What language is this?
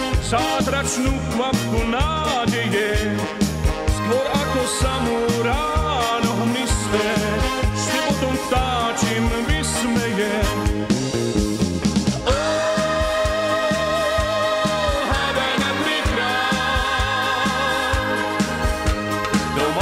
Slovak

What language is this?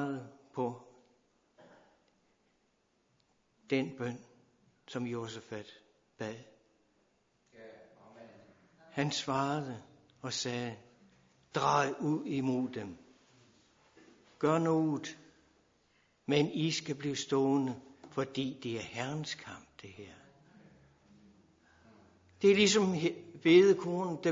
Danish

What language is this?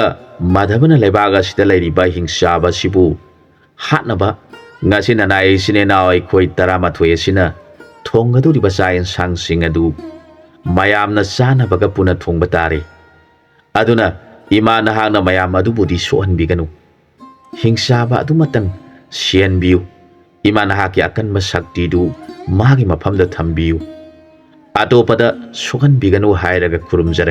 Manipuri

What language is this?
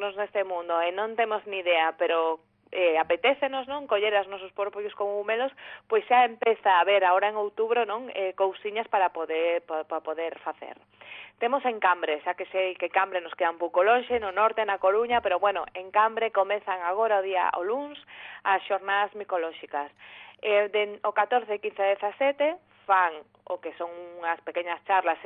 Galician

